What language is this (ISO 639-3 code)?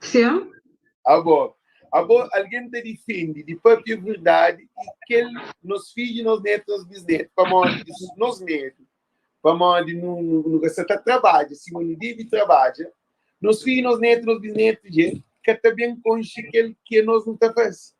kea